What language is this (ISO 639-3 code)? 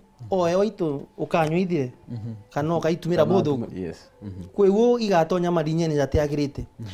mer